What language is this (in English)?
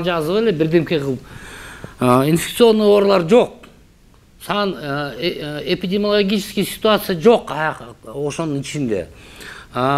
Kyrgyz